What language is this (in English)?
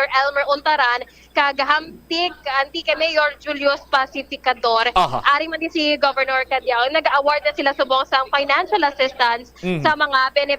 Hiligaynon